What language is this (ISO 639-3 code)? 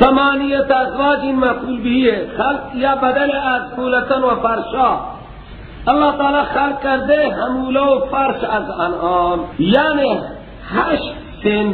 fas